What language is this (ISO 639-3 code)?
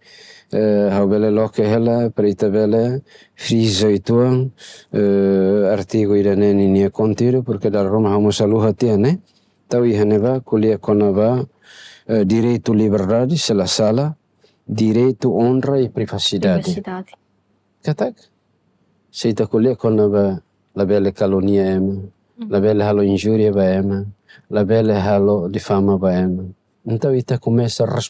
tet